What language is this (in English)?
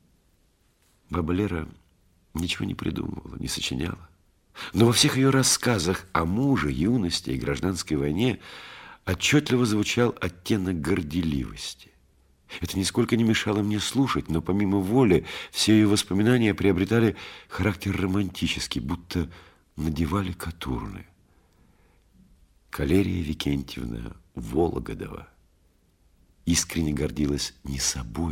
Russian